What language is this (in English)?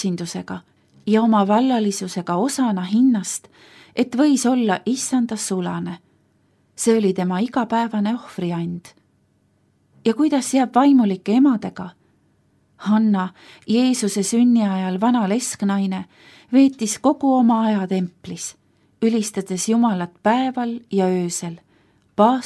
Estonian